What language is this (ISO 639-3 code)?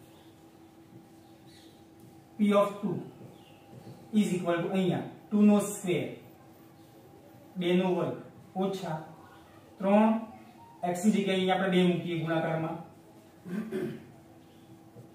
guj